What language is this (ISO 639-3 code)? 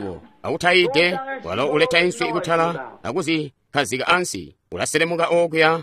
toi